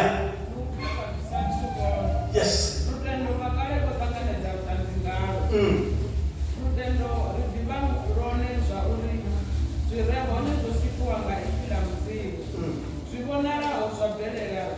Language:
Venda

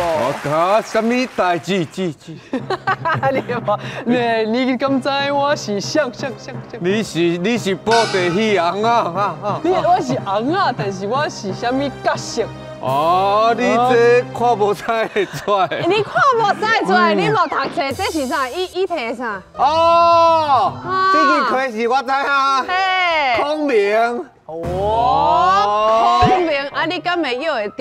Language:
Min Nan Chinese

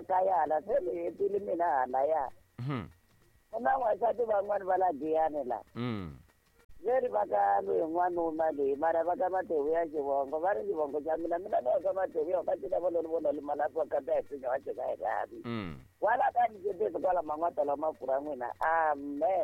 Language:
Tsonga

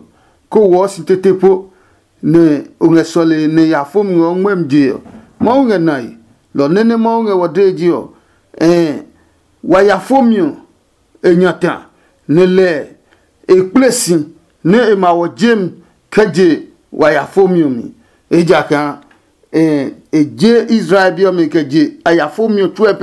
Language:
Adangme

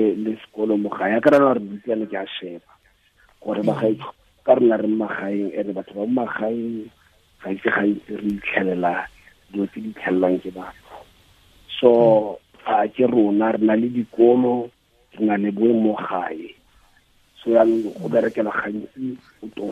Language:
Tswana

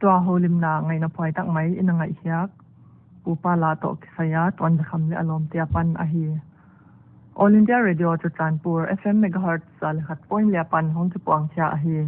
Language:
Paite Chin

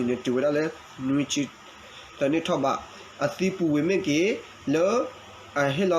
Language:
S'gaw Karen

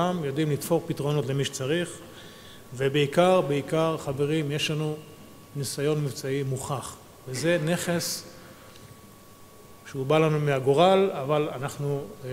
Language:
Hebrew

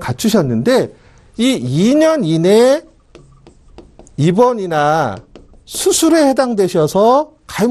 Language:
Korean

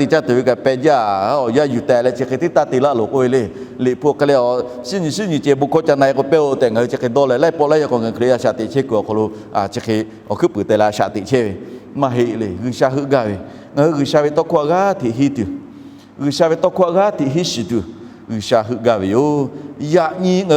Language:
Lahu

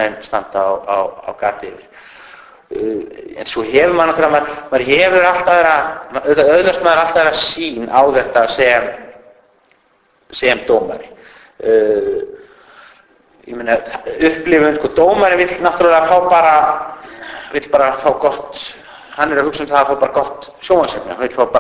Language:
Icelandic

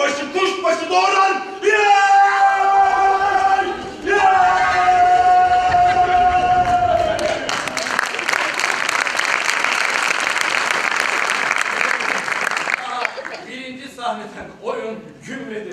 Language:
Turkish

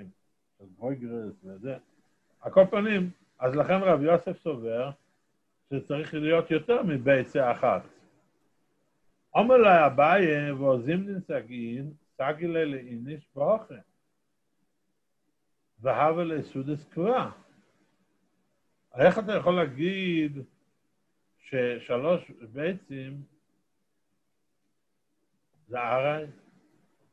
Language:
Hebrew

